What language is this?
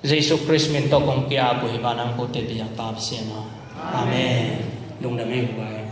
Tedim Chin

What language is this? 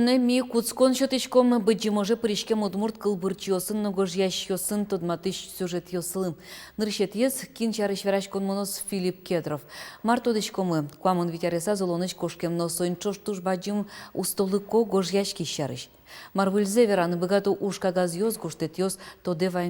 Udmurt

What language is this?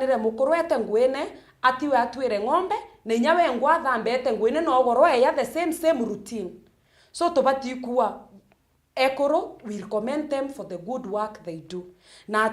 Meru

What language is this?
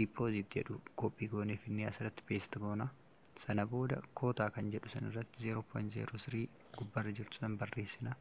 Oromo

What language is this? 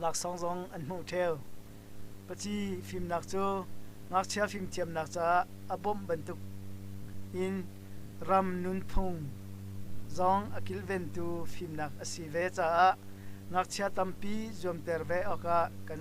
Hakha Chin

